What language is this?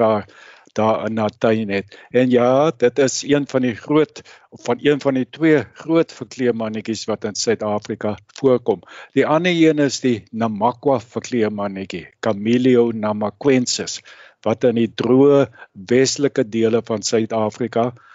Afrikaans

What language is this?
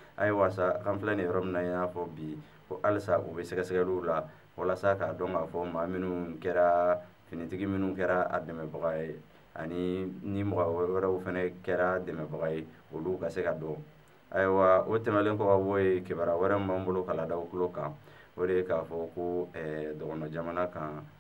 Bambara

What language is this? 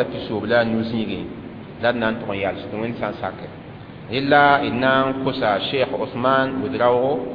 Mossi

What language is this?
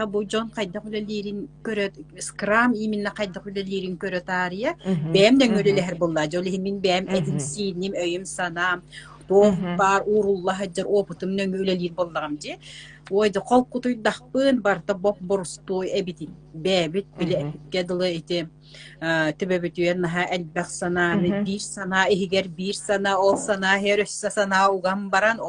Yakut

